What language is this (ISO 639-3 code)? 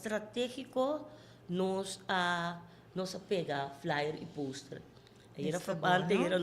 pap